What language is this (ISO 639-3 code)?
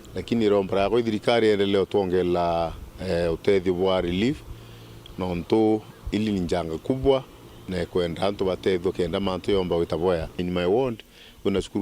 mer